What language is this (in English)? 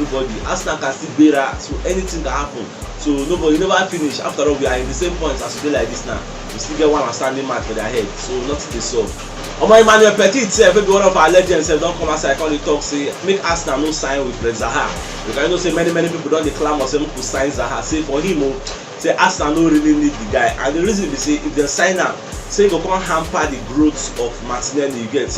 Nigerian Pidgin